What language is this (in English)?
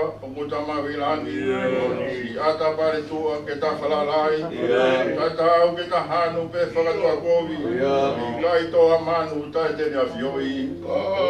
Tongan